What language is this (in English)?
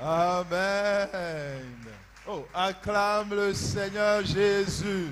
Ewe